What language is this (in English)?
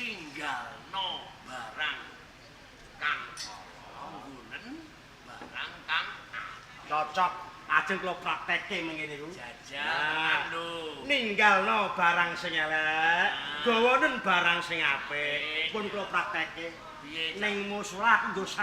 Javanese